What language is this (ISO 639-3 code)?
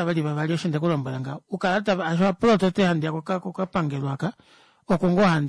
kua